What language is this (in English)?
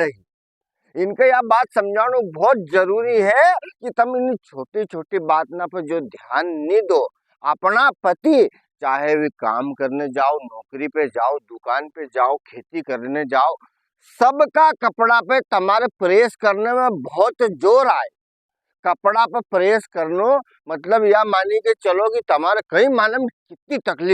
Rajasthani